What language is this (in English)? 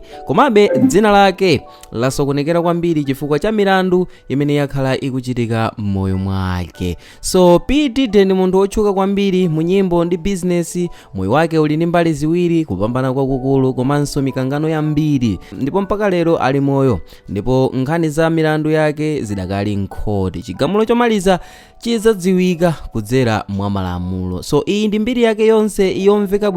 Nyanja